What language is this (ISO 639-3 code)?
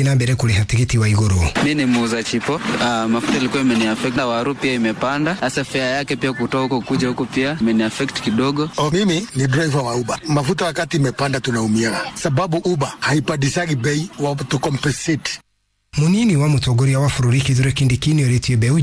kik